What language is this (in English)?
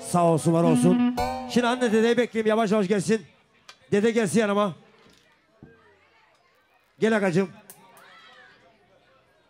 Turkish